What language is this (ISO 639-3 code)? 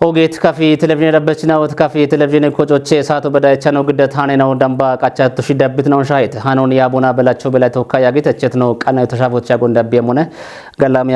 kbr